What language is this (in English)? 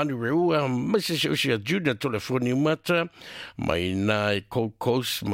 Samoan